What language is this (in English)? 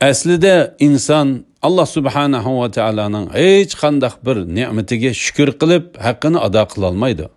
Uyghur